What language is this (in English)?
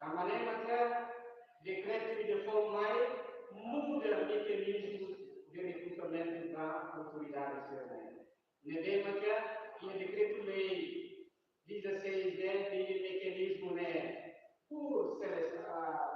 Tetum